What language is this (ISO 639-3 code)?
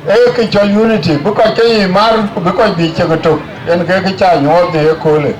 din